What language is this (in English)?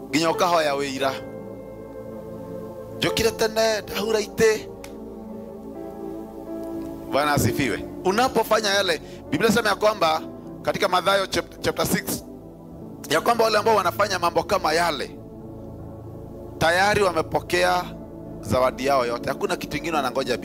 Swahili